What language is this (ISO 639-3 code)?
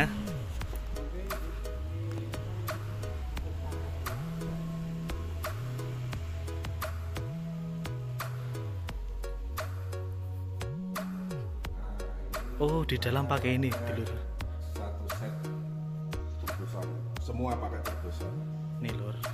ind